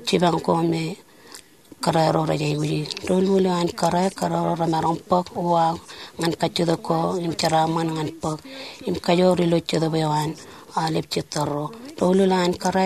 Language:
Marshallese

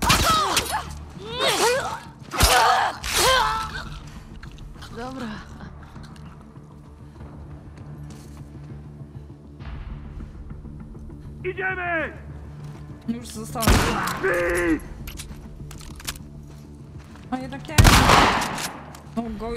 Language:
Polish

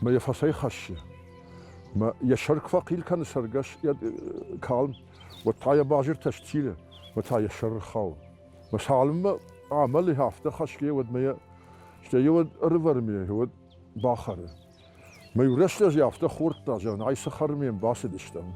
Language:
Ossetic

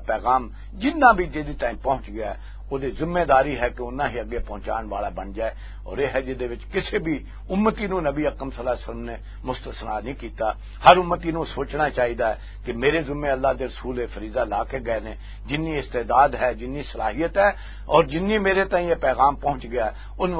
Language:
Western Panjabi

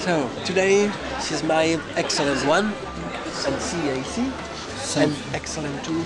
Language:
Western Frisian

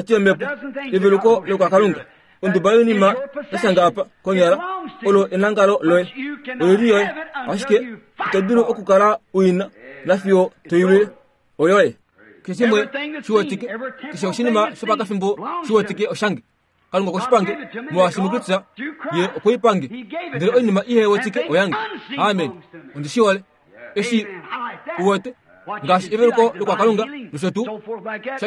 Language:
Kuanyama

